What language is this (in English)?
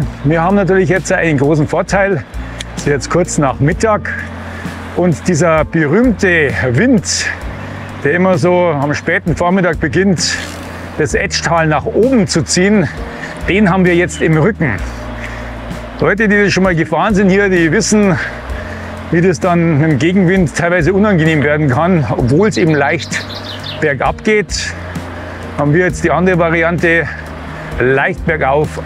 German